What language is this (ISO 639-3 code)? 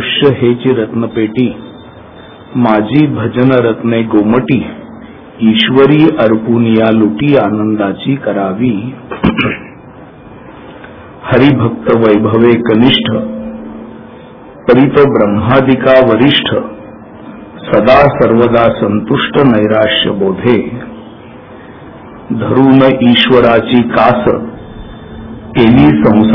mar